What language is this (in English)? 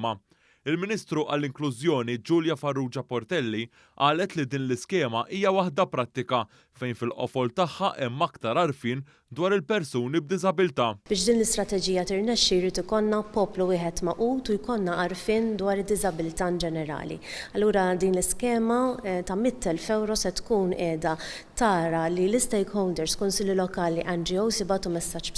Maltese